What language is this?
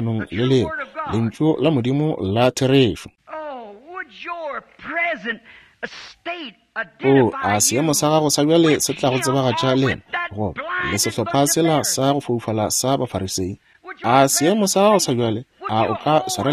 Northern Sotho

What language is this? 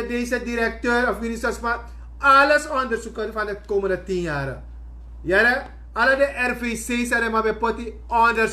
Sranan Tongo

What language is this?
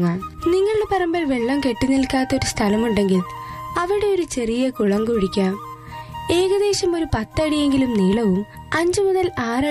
Malayalam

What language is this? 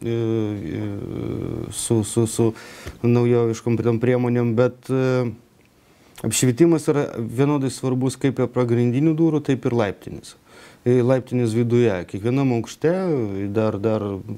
Lithuanian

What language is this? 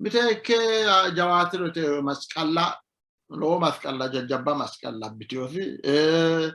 Sidamo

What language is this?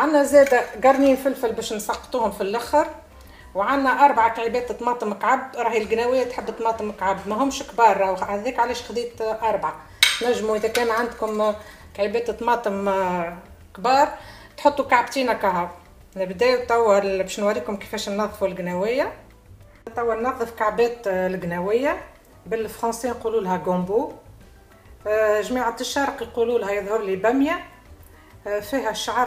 Tunisian Arabic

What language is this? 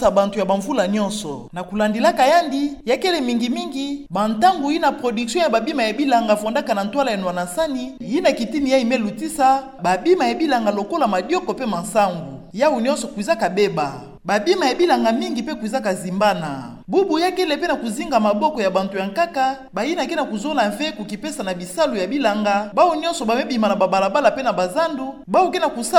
Kituba (Democratic Republic of Congo)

